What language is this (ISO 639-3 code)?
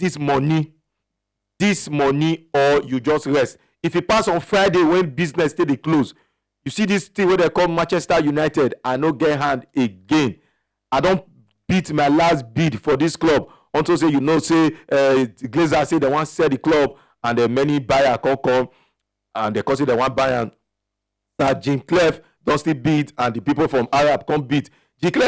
pcm